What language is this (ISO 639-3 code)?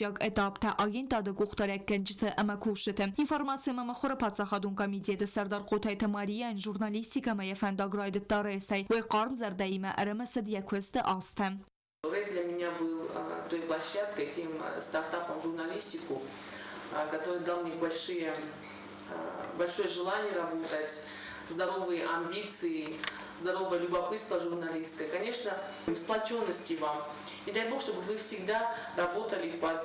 oss